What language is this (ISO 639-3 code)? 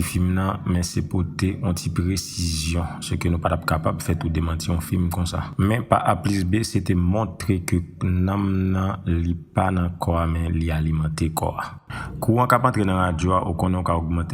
hat